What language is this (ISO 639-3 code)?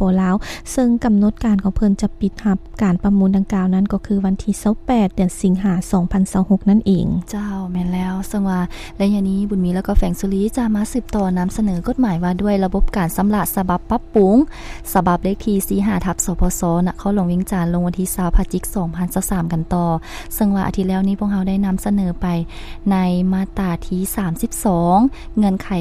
lao